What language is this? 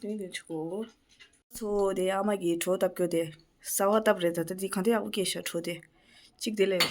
Tibetan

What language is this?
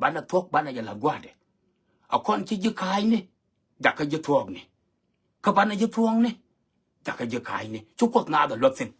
Nuer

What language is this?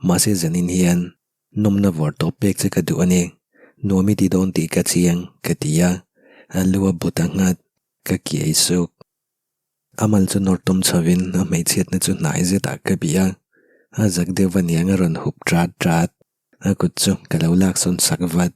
Mizo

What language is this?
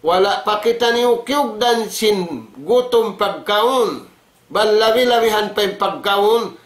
Tausug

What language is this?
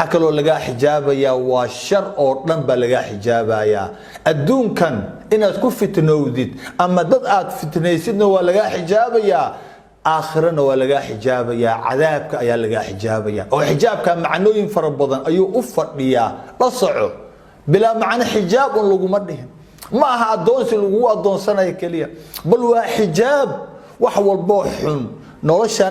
Somali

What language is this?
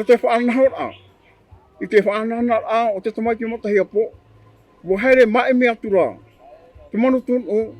Tahitian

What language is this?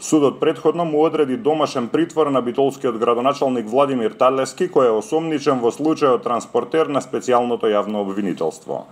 Macedonian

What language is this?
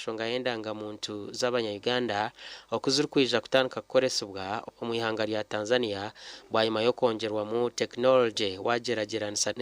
Nyankole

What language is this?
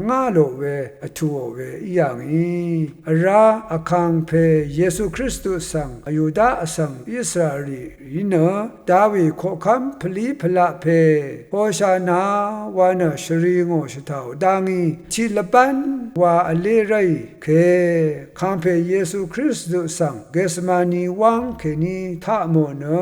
Rawang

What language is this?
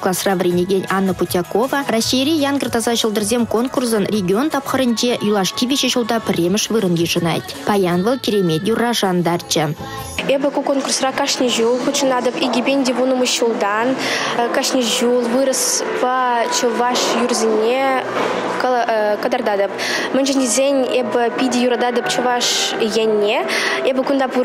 Chuvash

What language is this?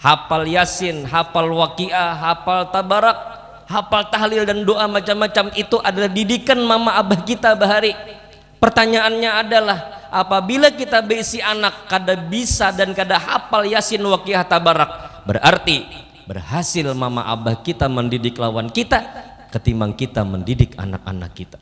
Banjar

